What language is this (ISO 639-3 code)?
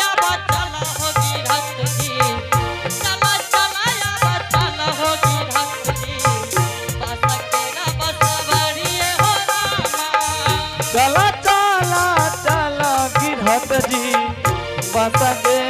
anp